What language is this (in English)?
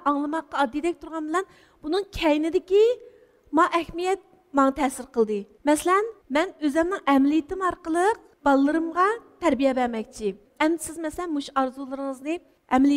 Uyghur